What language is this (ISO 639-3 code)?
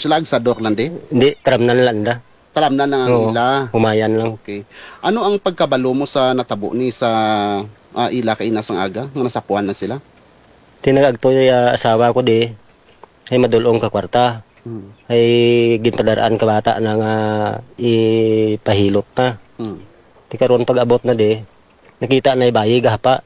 hil